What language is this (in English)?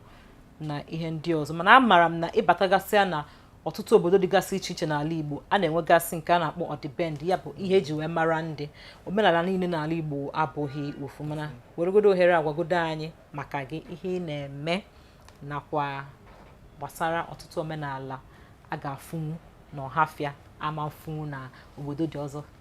Igbo